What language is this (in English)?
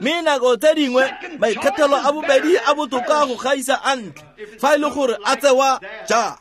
Tswana